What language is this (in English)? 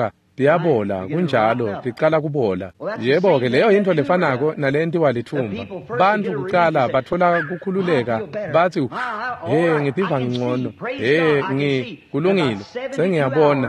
Swati